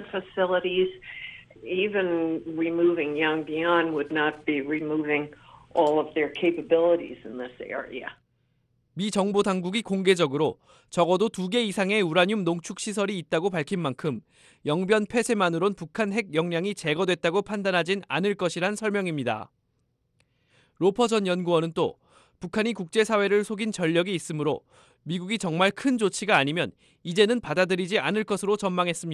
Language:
Korean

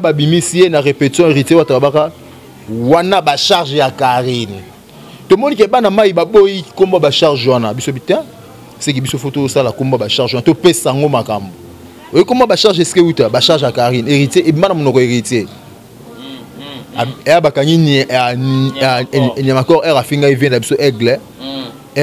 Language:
Lingala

